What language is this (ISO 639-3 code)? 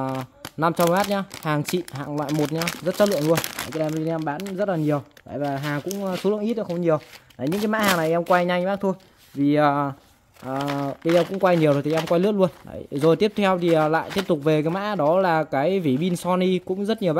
vie